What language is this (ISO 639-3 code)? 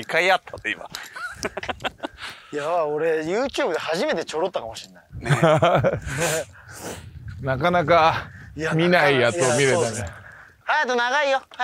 jpn